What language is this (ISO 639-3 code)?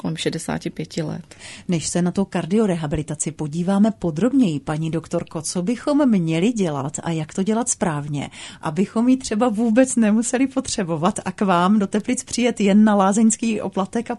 ces